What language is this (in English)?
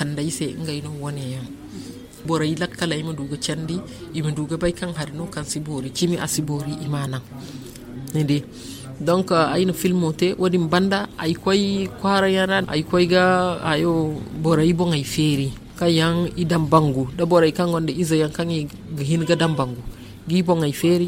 Zarma